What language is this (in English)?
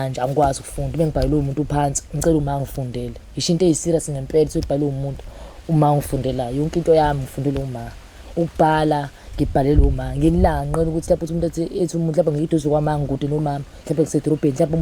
Zulu